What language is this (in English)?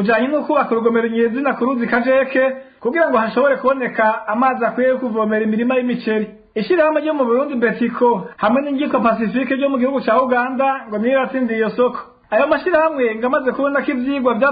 Rundi